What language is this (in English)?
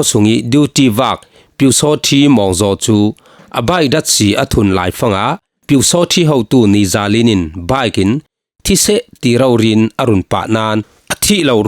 Falam Chin